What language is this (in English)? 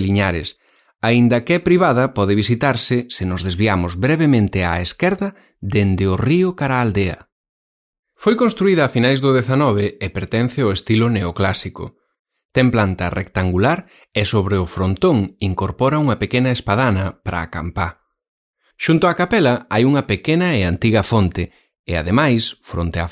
Galician